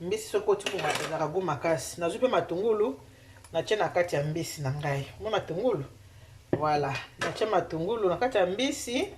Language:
Lingala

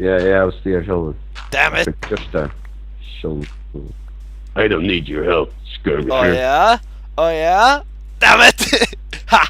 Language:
Faroese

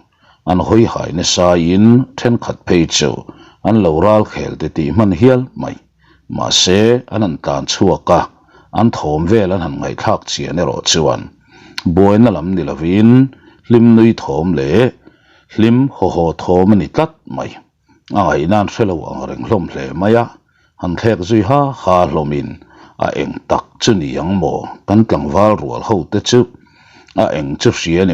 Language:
Mizo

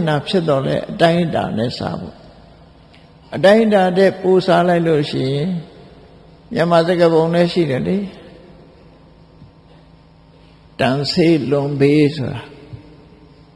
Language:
Burmese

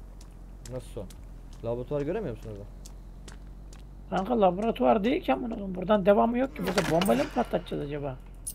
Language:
Turkish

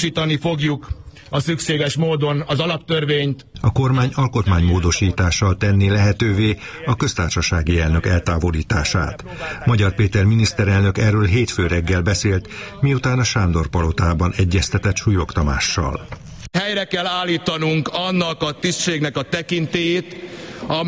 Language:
Hungarian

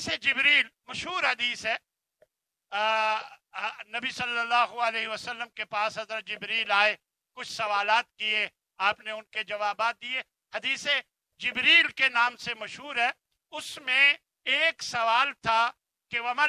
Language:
Urdu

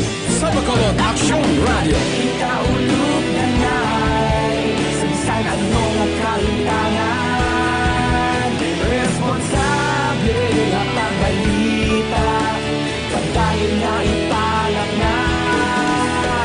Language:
Hiligaynon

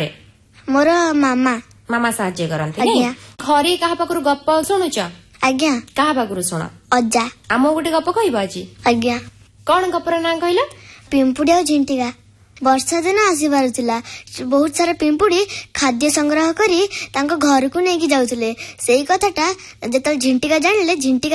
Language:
Odia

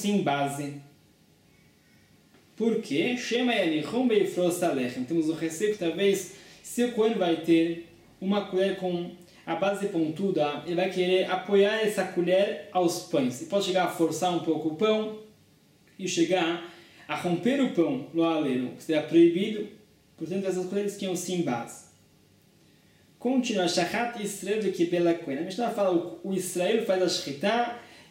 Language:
Portuguese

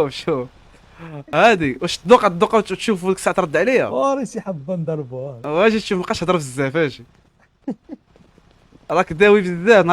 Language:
Moroccan Arabic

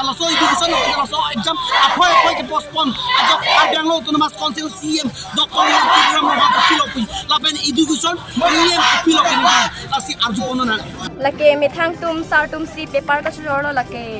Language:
Karbi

